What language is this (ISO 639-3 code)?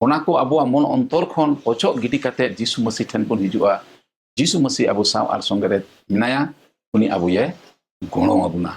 sat